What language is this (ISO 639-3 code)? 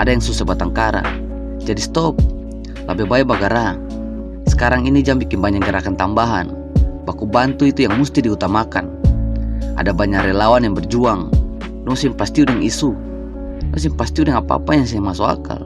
abs